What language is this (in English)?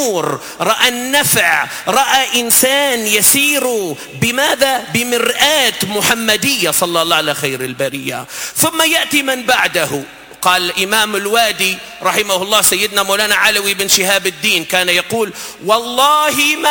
Arabic